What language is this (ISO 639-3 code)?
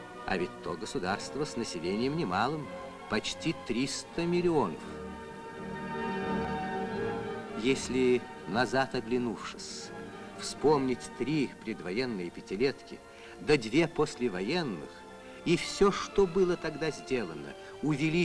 rus